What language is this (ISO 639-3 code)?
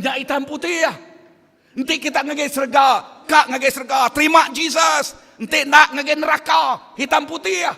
iba